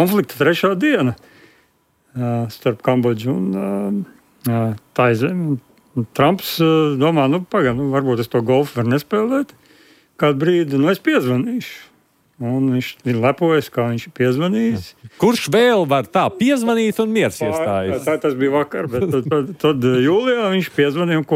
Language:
Latvian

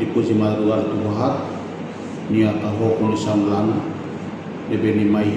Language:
Tetum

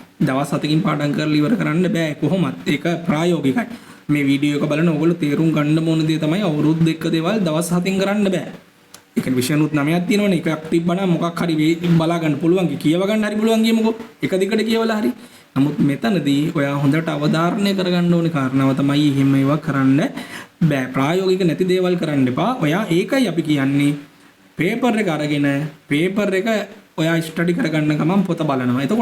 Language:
Sinhala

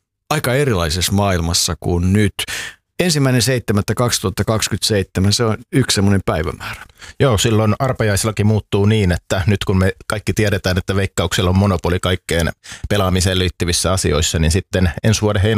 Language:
Finnish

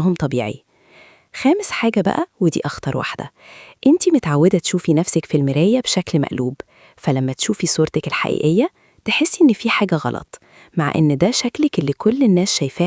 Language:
Egyptian Arabic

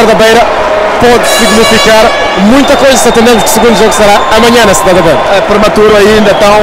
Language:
Portuguese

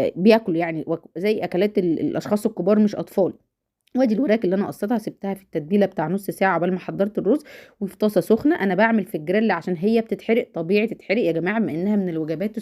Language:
Egyptian Arabic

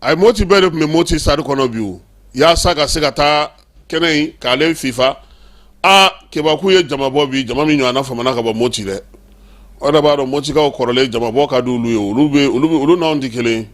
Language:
Bambara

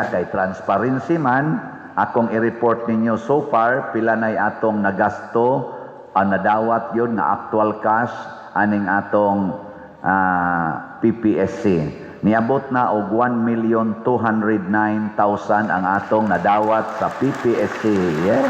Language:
Cebuano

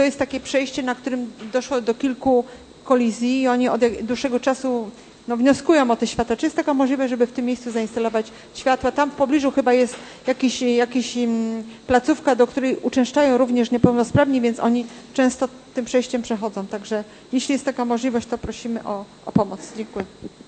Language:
Polish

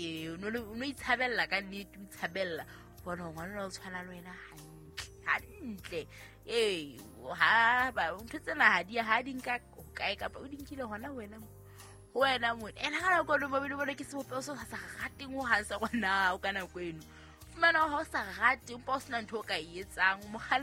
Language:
Southern Sotho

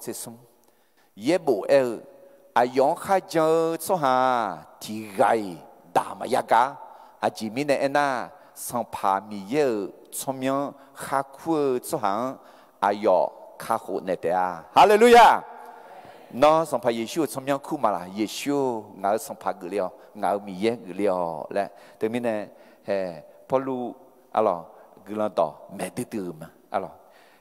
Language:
Akha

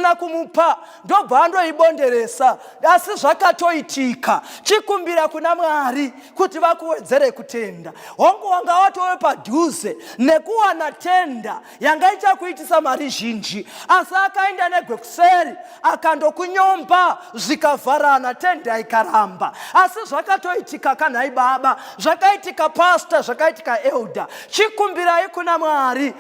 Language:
Shona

